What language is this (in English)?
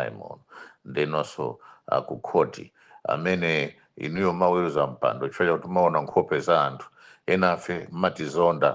Nyanja